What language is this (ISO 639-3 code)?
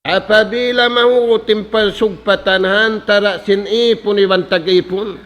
tsg